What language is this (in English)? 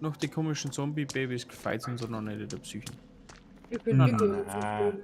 Bavarian